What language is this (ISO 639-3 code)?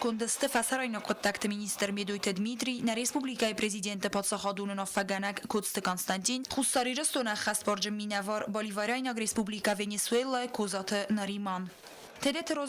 oss